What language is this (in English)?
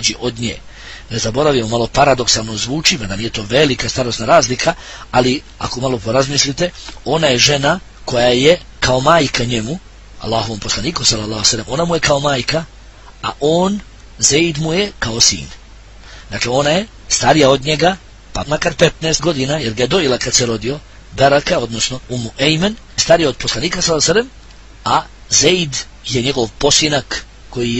Bosnian